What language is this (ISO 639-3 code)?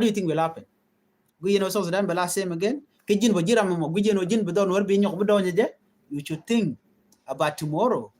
nus